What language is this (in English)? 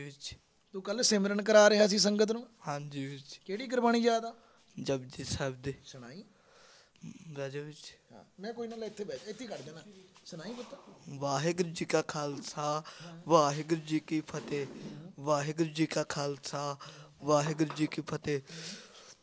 Punjabi